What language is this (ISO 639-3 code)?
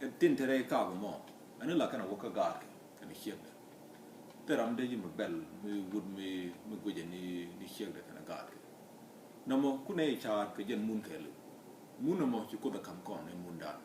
nus